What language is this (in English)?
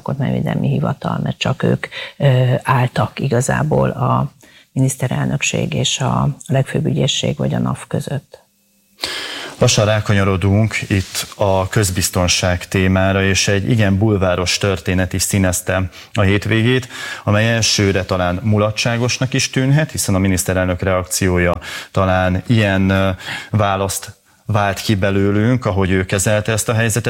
Hungarian